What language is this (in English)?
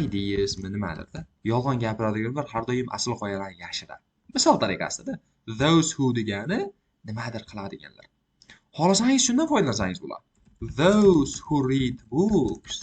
Uzbek